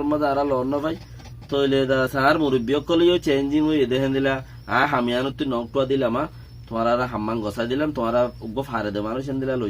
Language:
Rohingya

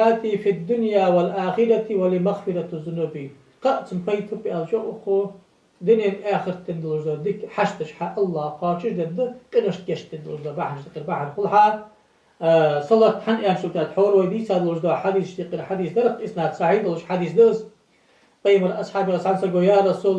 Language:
Ingush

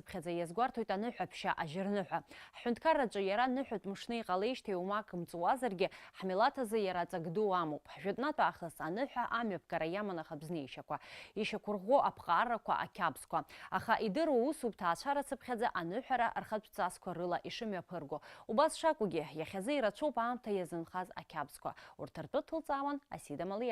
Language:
Abkhazian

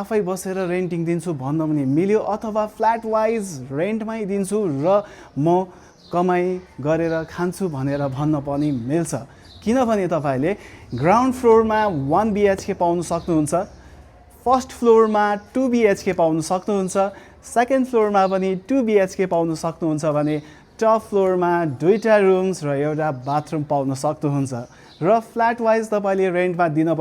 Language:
Nepali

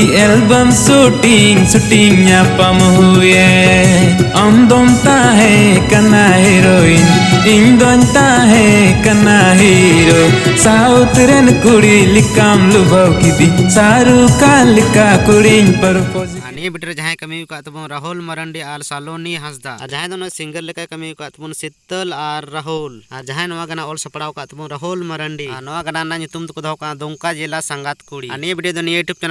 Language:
Santali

